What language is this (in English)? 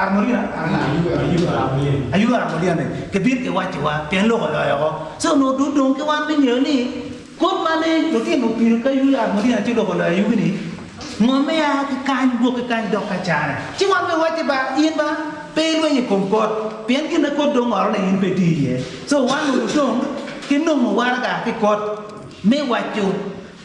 Acoli